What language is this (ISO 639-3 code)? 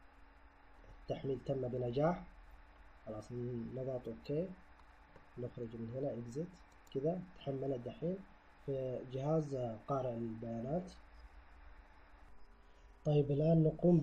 acw